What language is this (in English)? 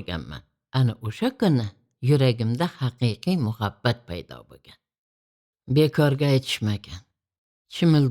Uzbek